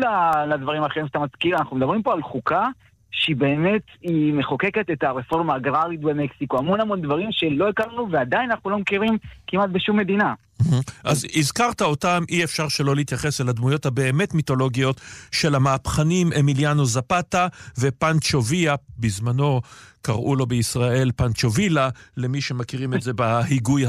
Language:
Hebrew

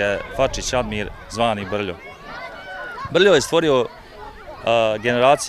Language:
Bosnian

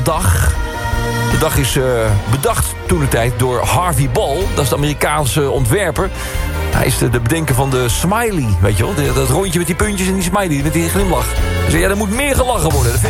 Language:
Dutch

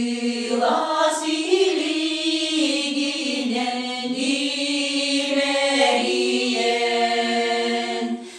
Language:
Yakut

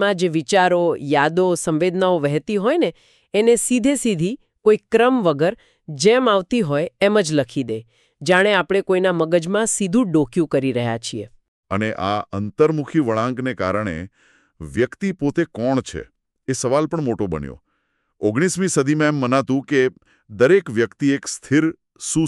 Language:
Gujarati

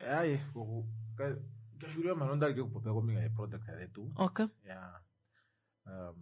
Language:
Kuanyama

